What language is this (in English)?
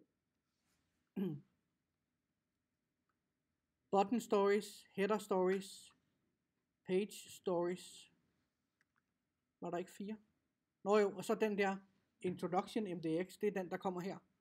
Danish